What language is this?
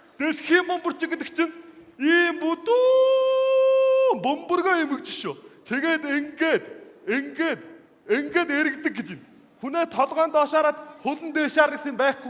Mongolian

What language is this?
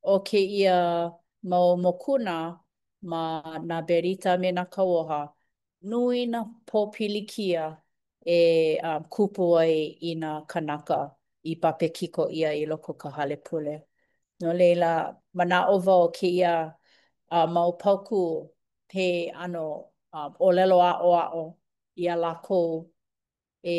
Hawaiian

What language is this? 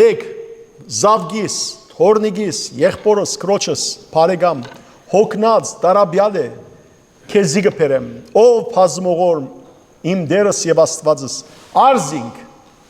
Western Armenian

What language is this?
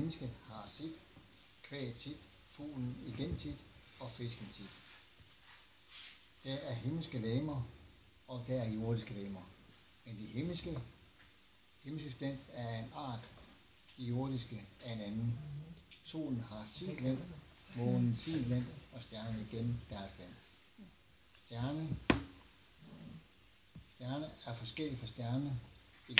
Danish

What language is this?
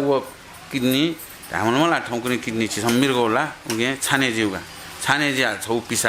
Newari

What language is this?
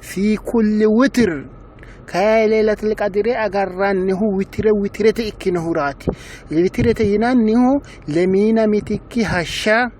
Sidamo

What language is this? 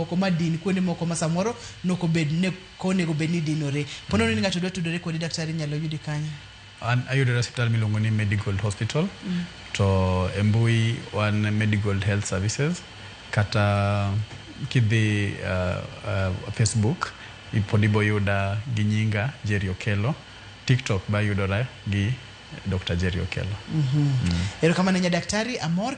Luo (Kenya and Tanzania)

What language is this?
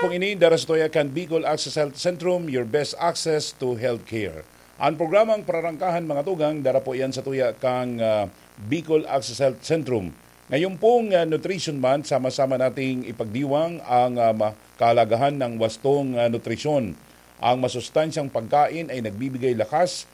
Bikol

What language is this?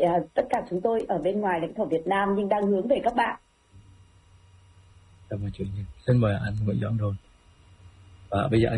Vietnamese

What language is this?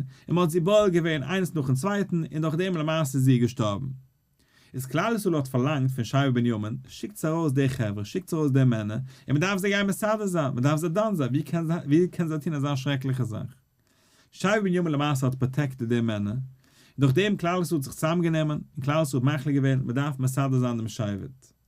Yiddish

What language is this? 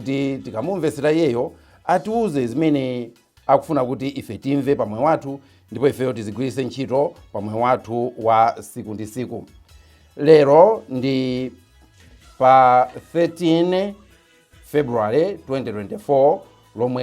Nyanja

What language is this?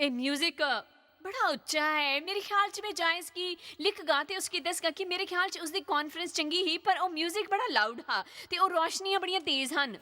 Dogri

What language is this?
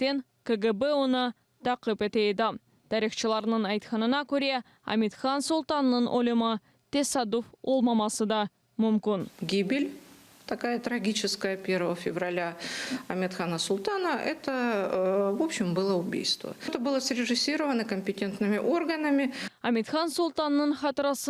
Crimean Tatar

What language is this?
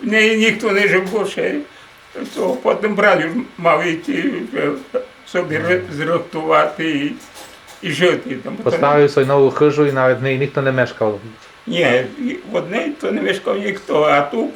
Rusyn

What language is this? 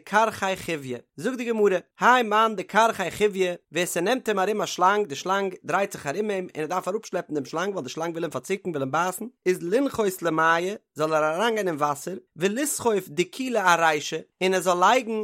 Yiddish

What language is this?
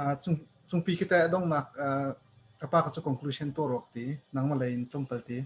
Hakha Chin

